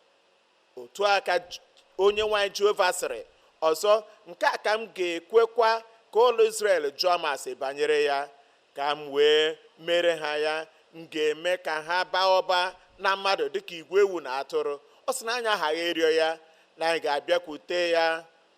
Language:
Igbo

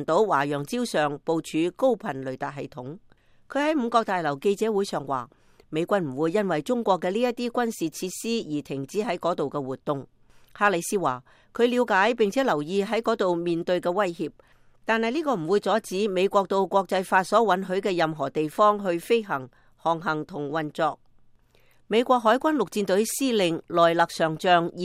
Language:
Cantonese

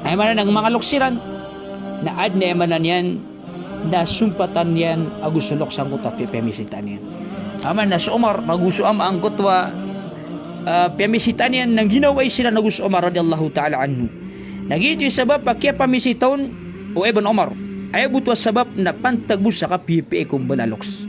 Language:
Maranao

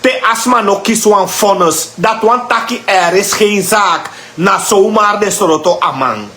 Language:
Sranan Tongo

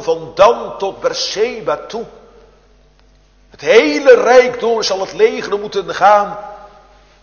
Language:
Dutch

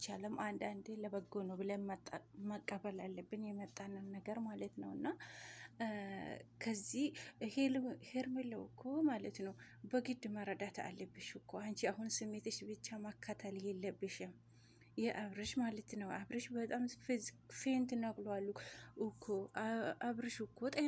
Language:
Amharic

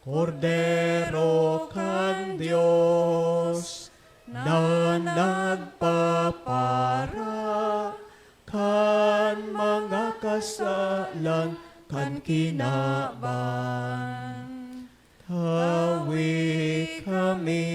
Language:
Bikol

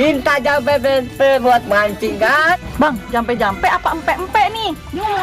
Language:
Betawi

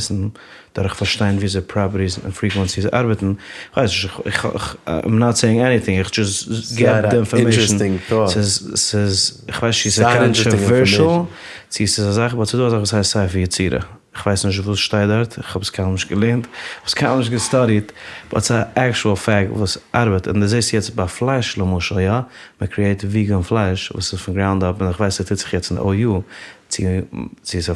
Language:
Yiddish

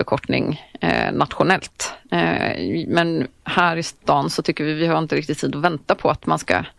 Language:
Swedish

